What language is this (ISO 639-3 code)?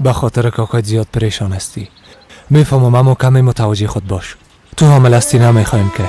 fas